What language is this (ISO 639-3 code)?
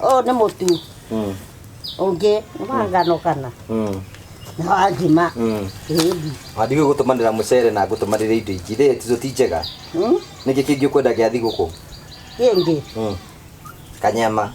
kik